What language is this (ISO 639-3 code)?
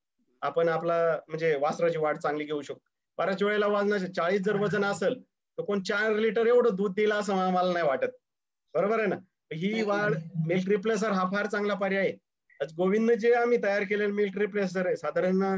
mar